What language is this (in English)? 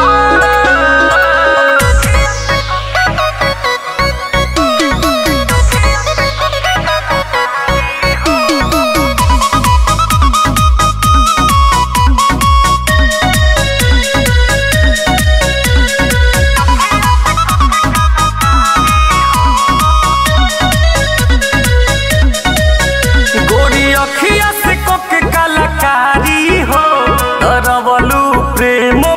Bhojpuri